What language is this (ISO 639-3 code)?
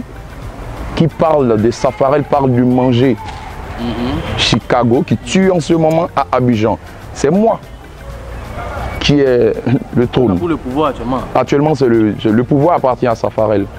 fra